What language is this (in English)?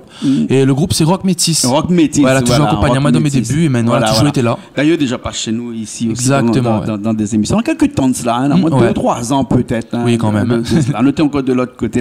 Réunion Creole French